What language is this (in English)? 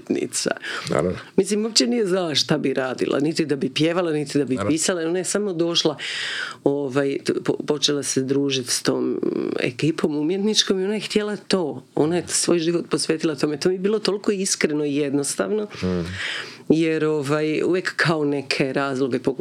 Croatian